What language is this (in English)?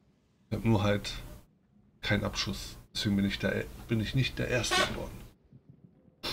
German